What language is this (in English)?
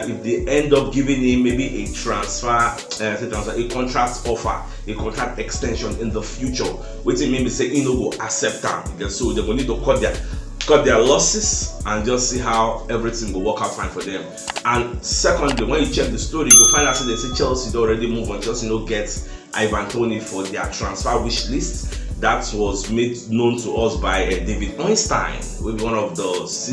Nigerian Pidgin